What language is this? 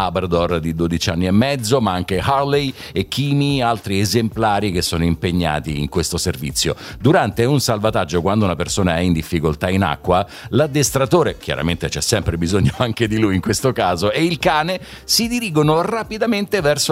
Italian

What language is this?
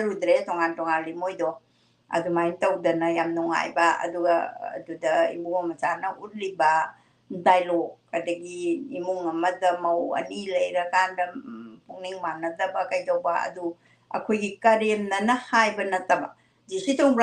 Manipuri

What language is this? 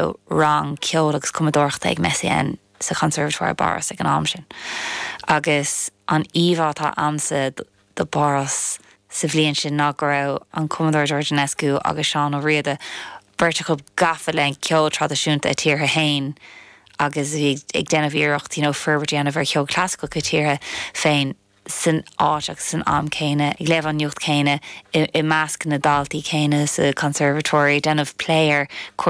Irish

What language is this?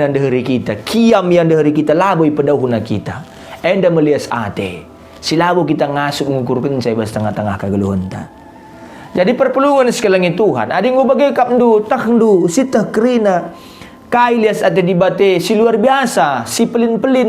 Batak Karo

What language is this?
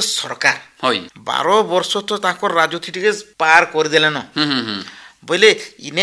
Odia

